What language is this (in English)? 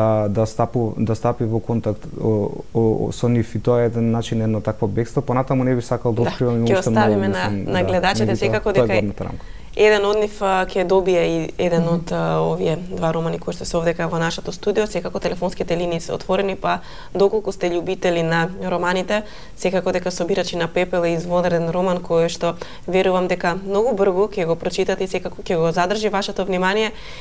Macedonian